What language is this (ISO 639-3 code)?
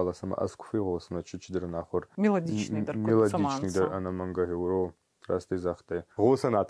oss